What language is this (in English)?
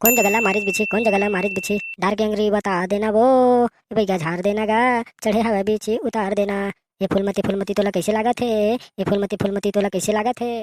Chhattisgarhi